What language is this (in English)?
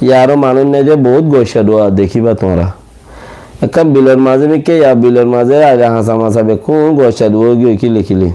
Rohingya